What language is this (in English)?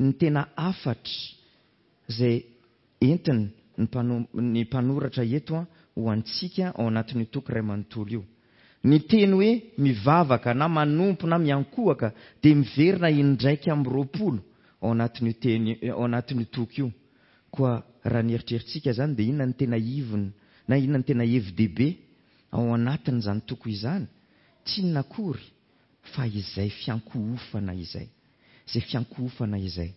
Malagasy